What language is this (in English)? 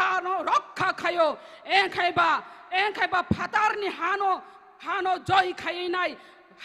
Kok Borok